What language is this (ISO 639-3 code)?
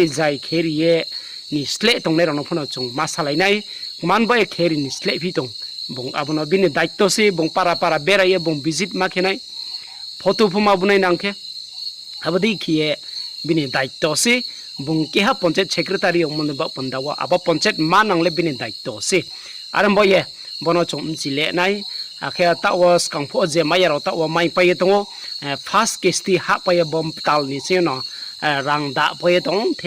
ria